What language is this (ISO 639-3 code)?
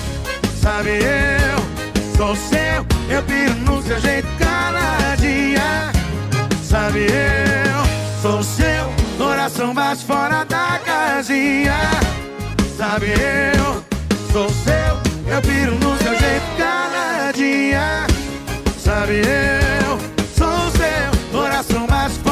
por